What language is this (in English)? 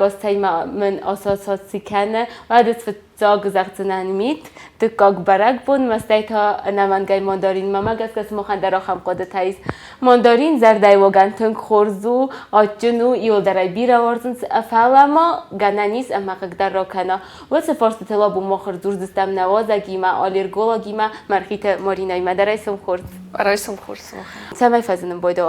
Ossetic